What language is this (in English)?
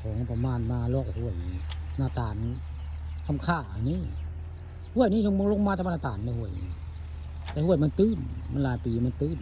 Northeastern Thai